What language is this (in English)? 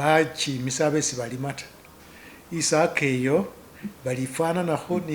Masaaba